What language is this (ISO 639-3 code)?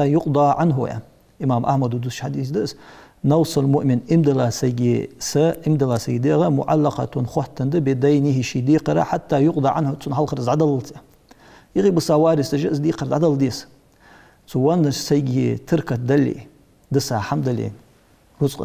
inh